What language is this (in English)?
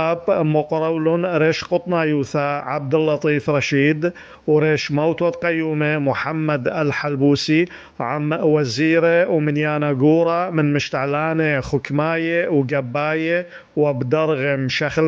Assyrian Neo-Aramaic